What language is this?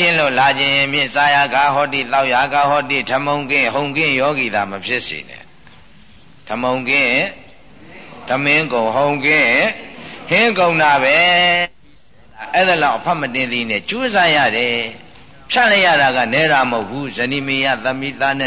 Burmese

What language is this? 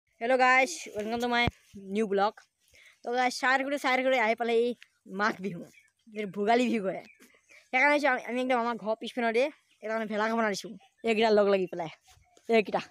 Assamese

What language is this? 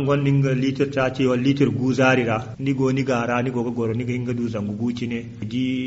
Zarma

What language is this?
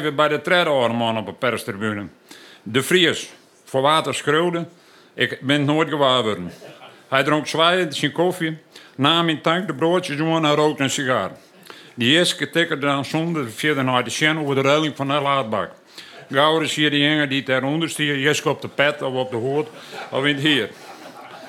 Western Frisian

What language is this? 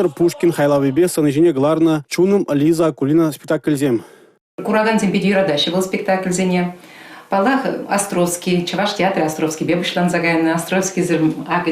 Chuvash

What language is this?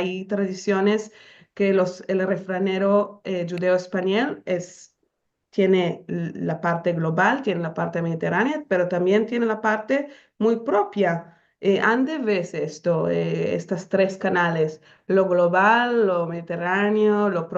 Ladino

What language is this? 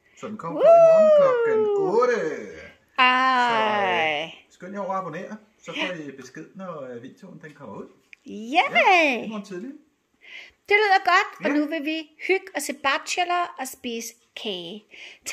Danish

